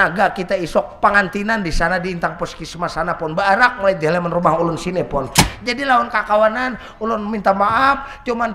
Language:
Banjar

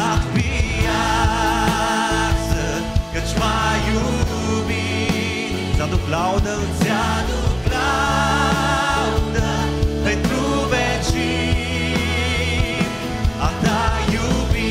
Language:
Romanian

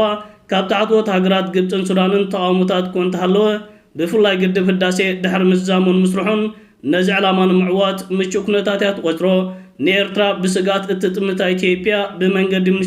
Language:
Tigrinya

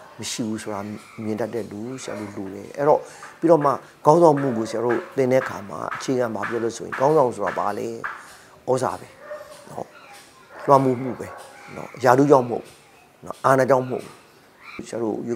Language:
Burmese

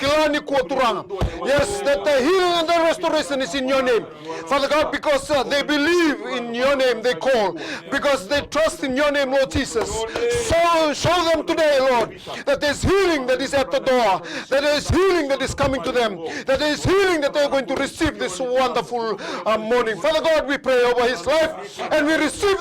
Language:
Fijian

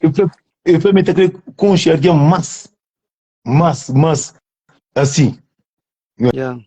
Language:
Kabuverdianu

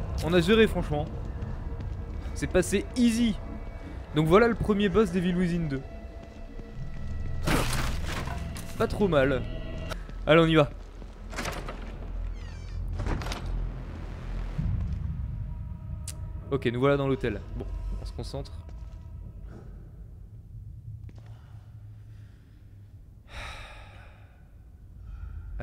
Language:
French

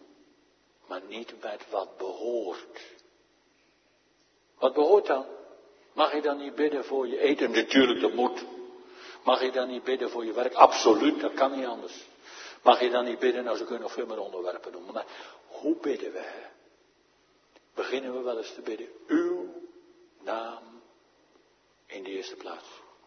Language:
Dutch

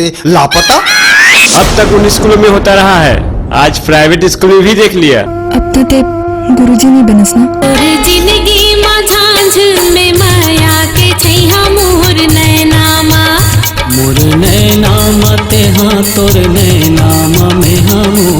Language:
Chhattisgarhi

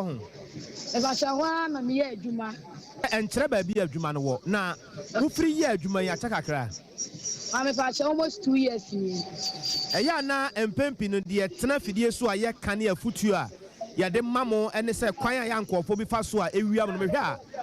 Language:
Akan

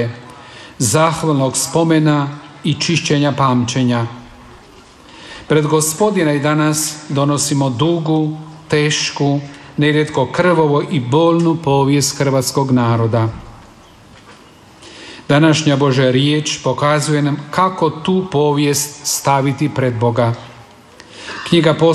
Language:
Croatian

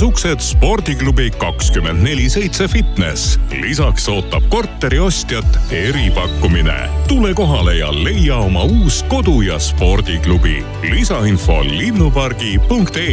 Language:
Estonian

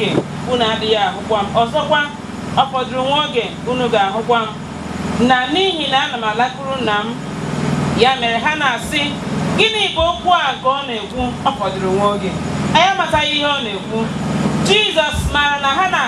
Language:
Igbo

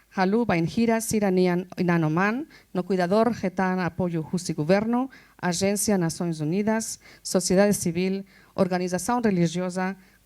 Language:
Tetum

